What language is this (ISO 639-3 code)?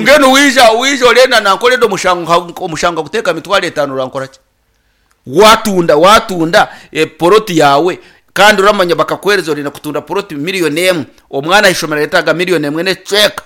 nyn